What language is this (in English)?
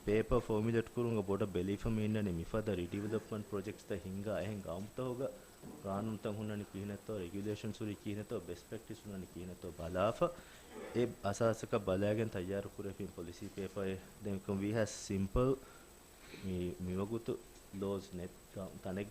Divehi